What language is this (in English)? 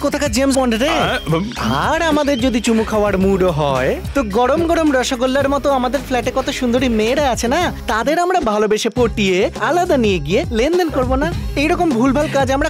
Bangla